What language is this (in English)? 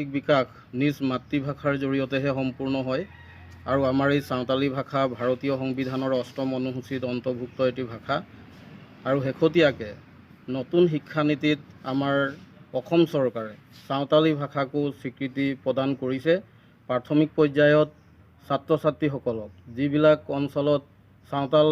Assamese